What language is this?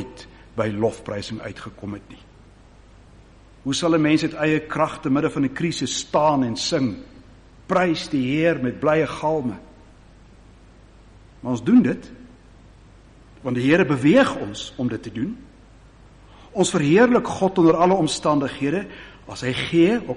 Afrikaans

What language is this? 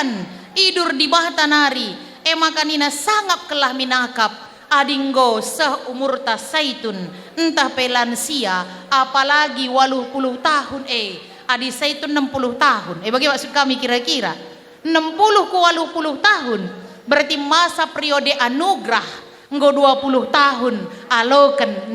Batak Karo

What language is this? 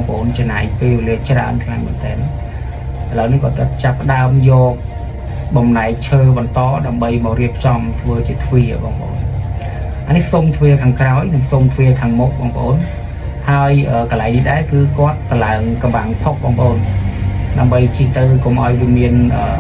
Khmer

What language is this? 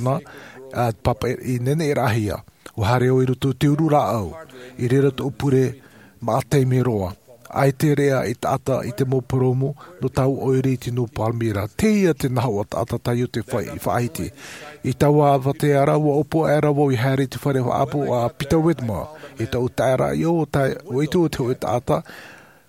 Tahitian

